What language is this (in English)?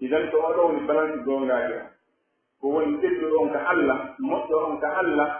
Pular